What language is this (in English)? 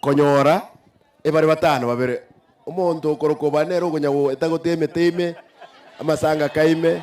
Gusii